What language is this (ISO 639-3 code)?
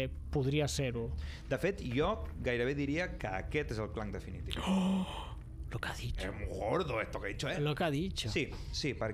cat